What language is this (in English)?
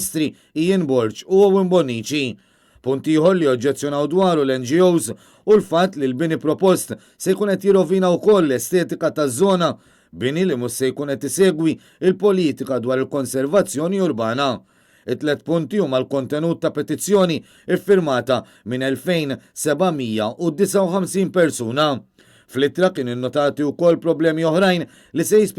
Maltese